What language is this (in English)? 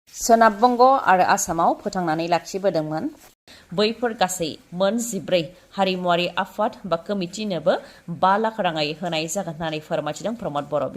Bodo